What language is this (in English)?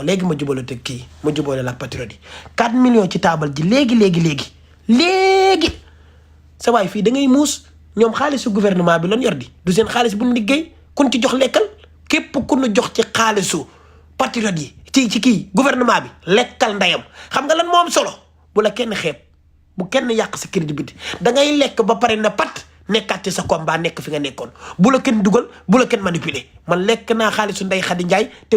Wolof